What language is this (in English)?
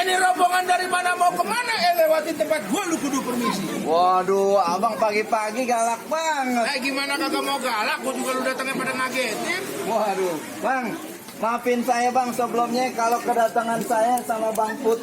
Betawi